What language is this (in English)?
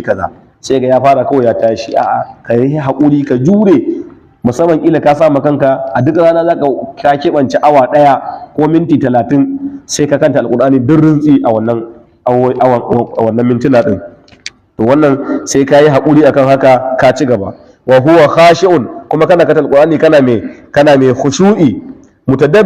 Hausa